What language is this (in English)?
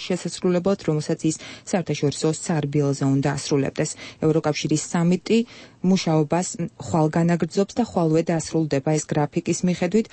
Georgian